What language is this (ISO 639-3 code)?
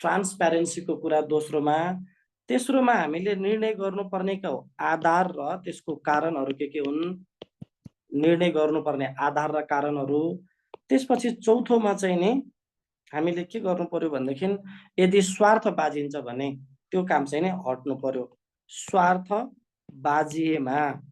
nep